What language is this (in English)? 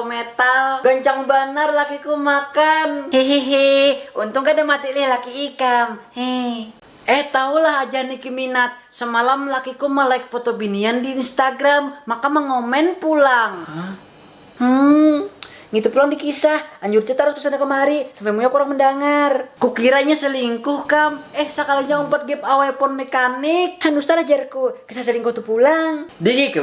Banjar